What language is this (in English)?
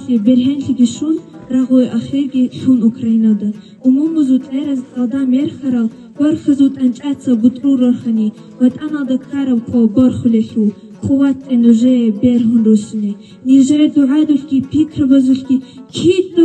Avaric